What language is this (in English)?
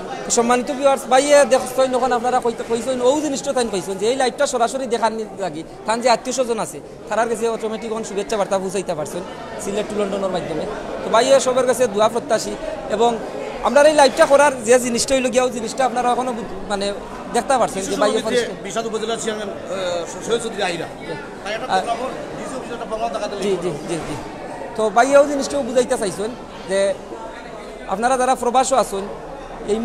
Sylheti